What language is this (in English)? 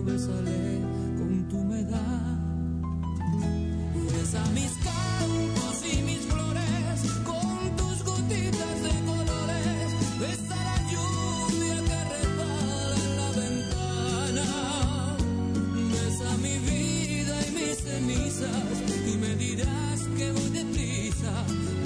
Spanish